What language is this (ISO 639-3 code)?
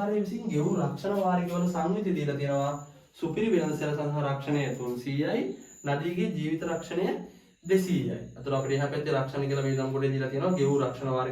sin